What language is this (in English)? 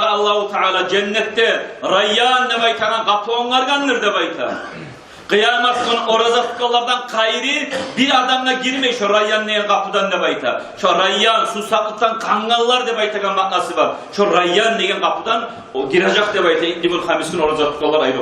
Kumyk